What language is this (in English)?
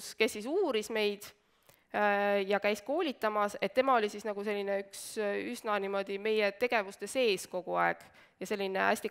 Estonian